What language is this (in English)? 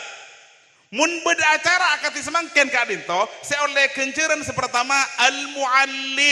Madurese